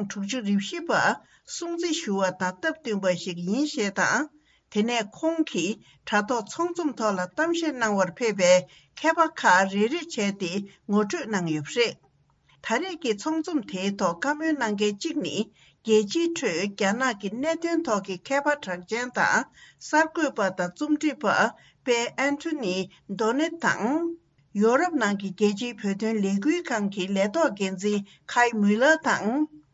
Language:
Tibetan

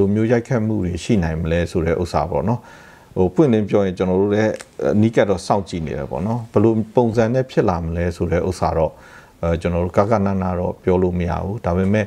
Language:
Burmese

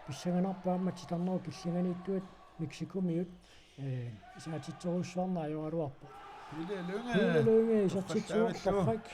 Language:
Kalaallisut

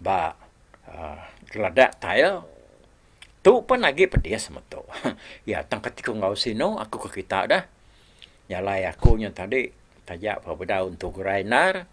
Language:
Iban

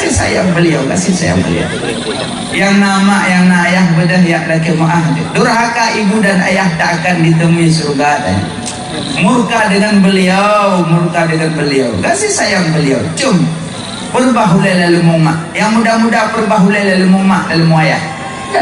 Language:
Achinese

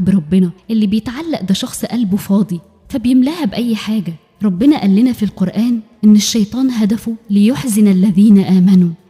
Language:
Egyptian Arabic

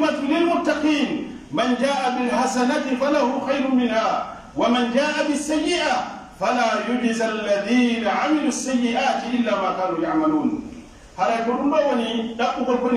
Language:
Pular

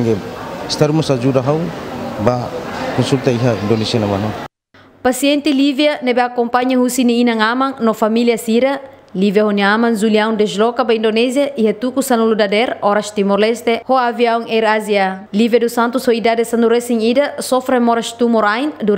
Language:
Tetum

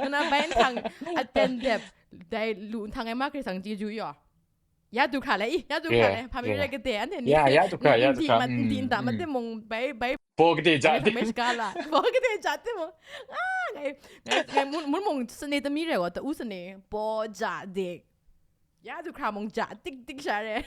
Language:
Kachin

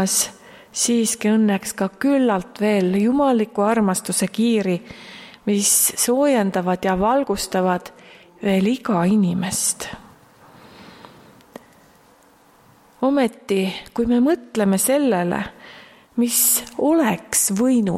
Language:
Estonian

